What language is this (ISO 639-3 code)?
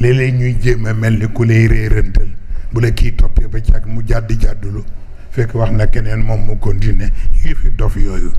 wol